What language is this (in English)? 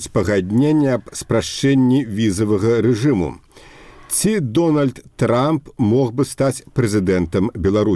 Belarusian